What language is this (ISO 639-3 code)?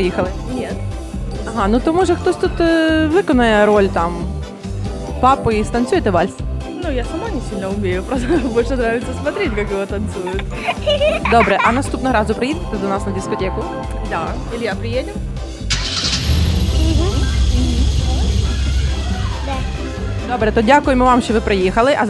ukr